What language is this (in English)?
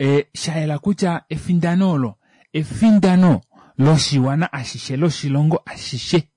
Kuanyama